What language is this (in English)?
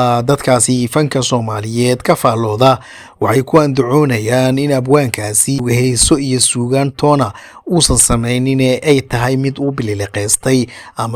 Somali